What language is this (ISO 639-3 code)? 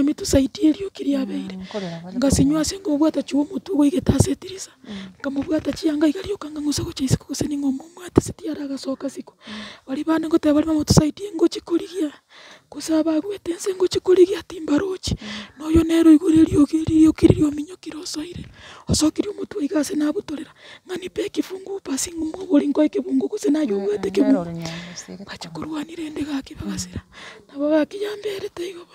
guz